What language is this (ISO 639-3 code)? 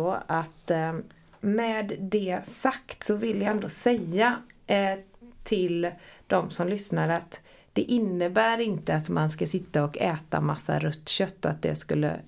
swe